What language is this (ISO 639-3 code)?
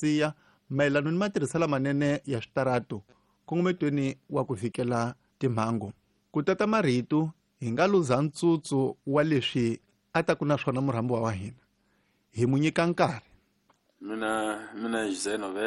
tso